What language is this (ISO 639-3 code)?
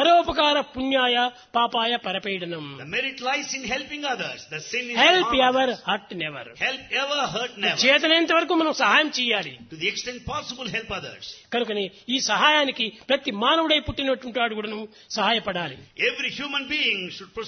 tel